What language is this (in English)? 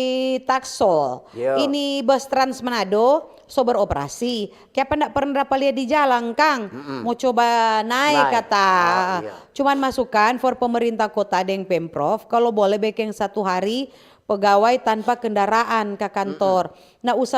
Manado Malay